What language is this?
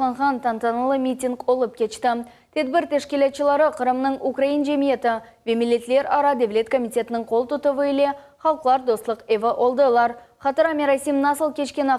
Crimean Tatar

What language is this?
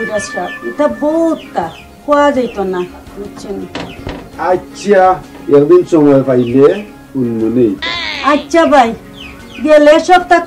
Sylheti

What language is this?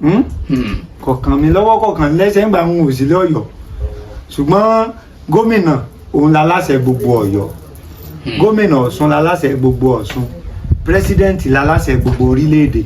Yoruba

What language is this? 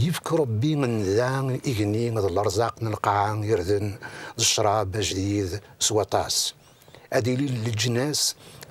Kabyle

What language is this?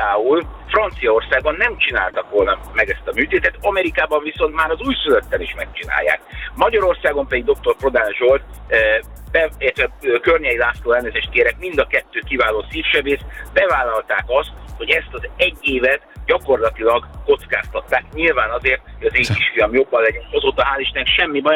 Hungarian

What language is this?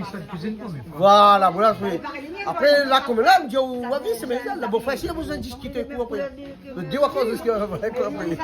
Réunion Creole French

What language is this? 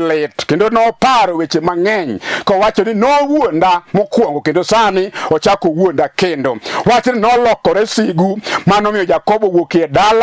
Luo (Kenya and Tanzania)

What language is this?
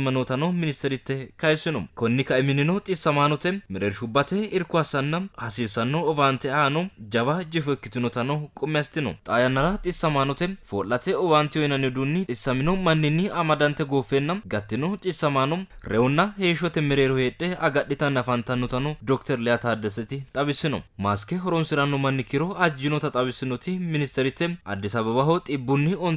Sidamo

